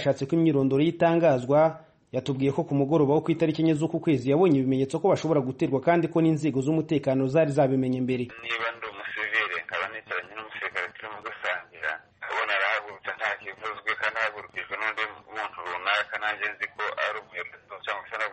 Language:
Kinyarwanda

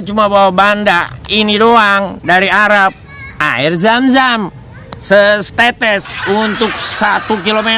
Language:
Betawi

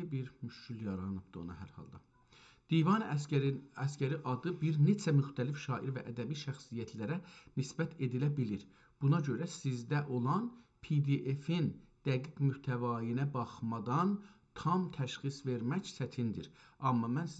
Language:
South Azerbaijani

